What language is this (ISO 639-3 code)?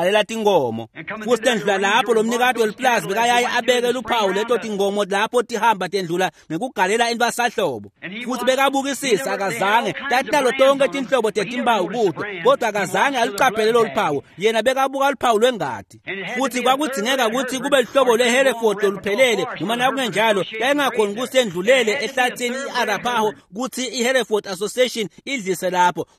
ssw